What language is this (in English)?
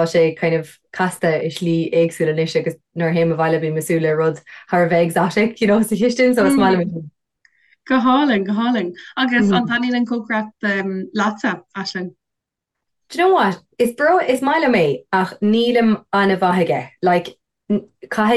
Irish